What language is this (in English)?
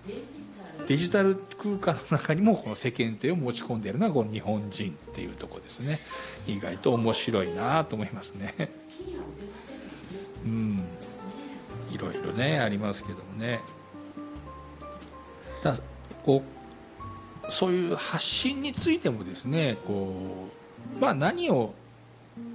Japanese